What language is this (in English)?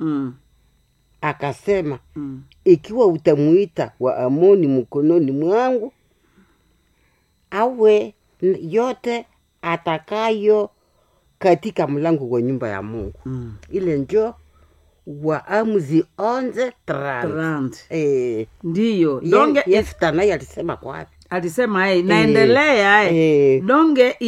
Swahili